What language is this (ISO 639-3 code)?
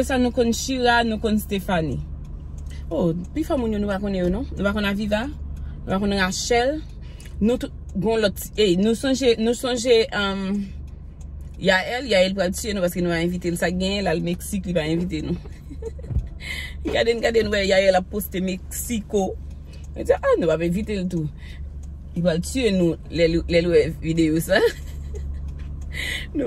hat